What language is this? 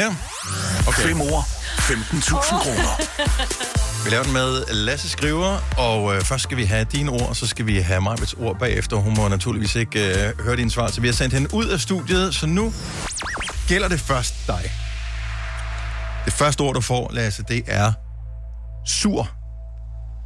Danish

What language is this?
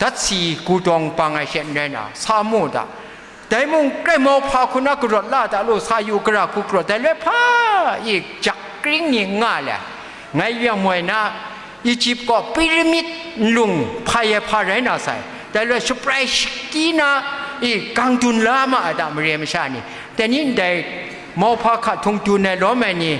Kachin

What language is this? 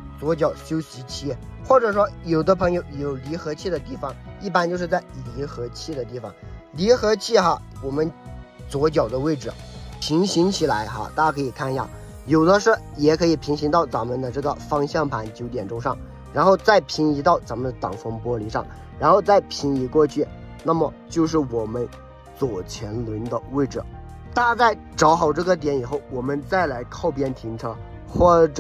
Chinese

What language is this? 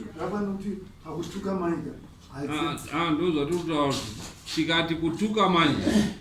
Shona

